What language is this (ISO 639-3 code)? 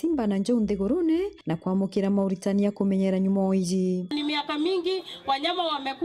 mer